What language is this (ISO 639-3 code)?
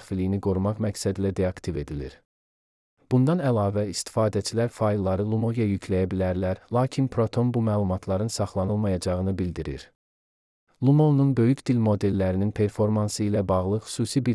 aze